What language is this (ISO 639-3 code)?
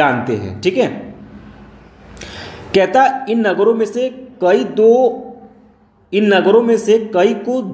hin